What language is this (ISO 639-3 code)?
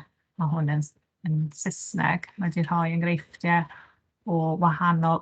cym